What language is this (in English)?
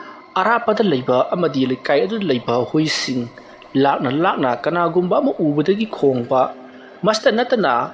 Manipuri